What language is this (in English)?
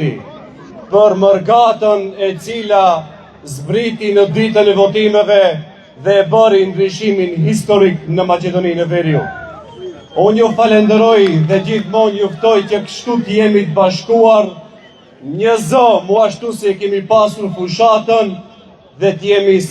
Albanian